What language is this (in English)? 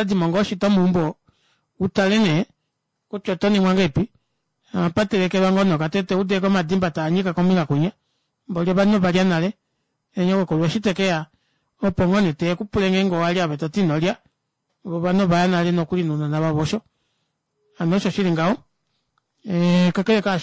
Kuanyama